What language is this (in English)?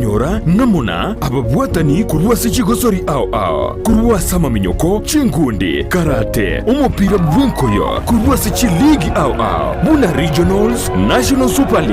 Gusii